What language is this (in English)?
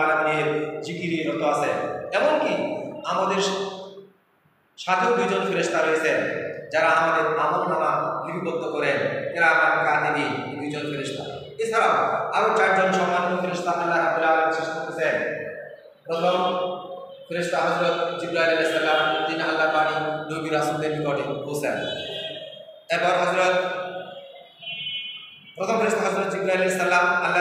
Bangla